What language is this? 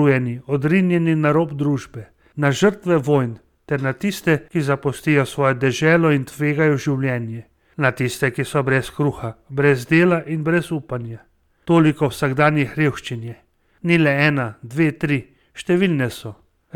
Slovenian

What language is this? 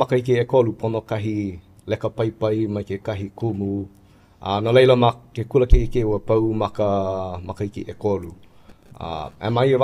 Hawaiian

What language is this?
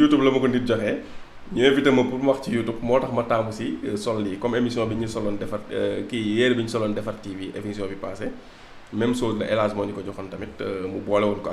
Wolof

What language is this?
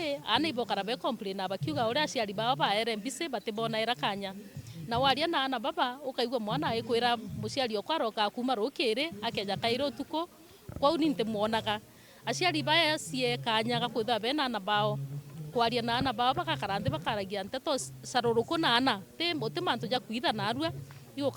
Meru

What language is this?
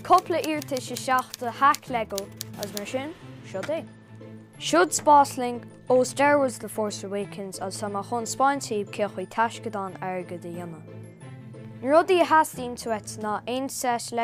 Irish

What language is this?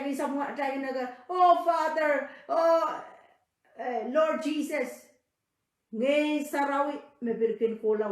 Pohnpeian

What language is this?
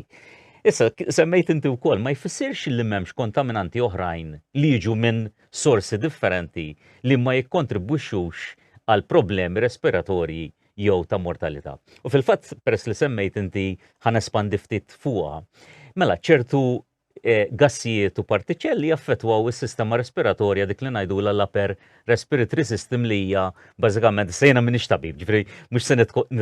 Maltese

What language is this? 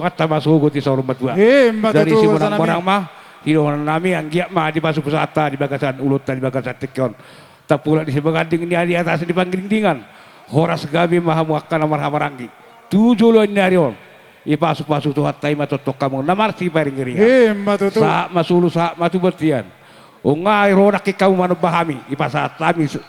Batak Toba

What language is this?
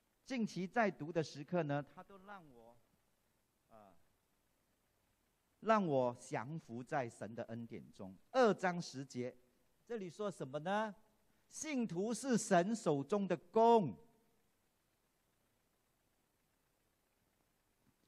Chinese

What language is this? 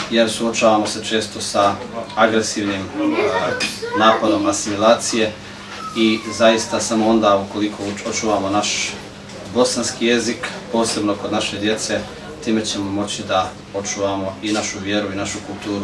Bosnian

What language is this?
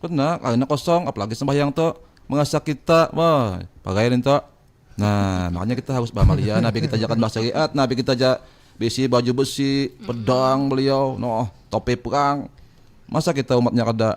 Banjar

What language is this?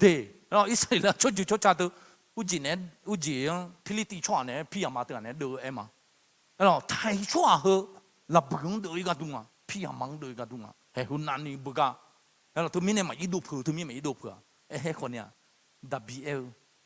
Akha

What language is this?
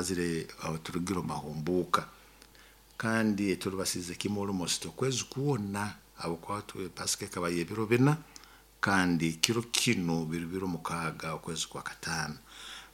Nyoro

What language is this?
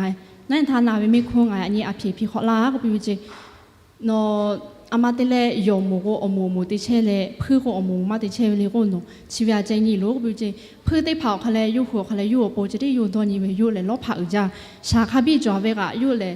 Lahu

